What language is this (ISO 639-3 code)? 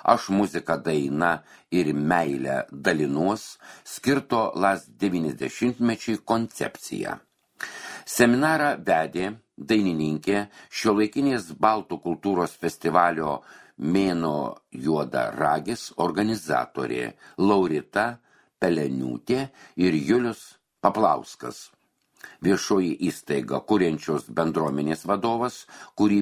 lit